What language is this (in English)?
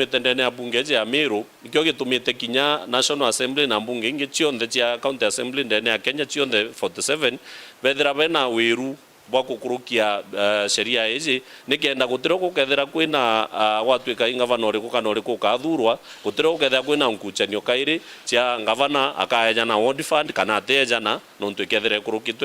Meru